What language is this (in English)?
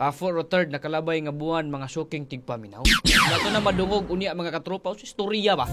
Cebuano